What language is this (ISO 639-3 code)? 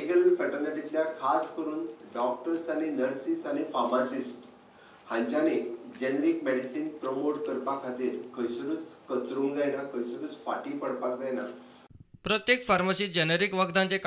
kok